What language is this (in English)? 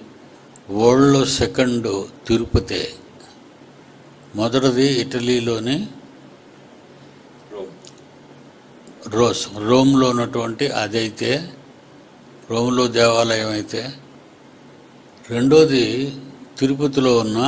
Telugu